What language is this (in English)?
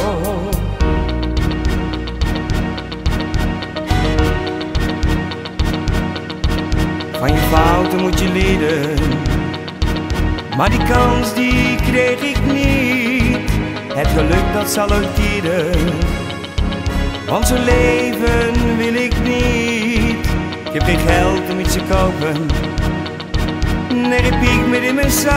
Dutch